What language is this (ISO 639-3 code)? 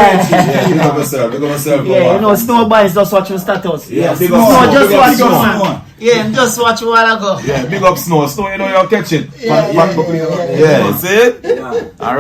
jam